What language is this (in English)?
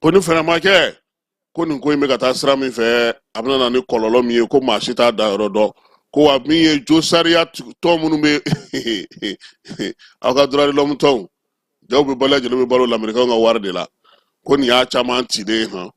Bambara